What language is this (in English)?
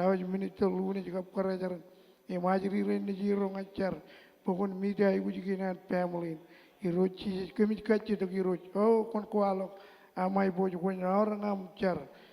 Marshallese